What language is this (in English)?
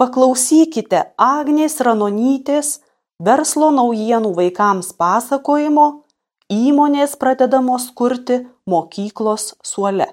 Lithuanian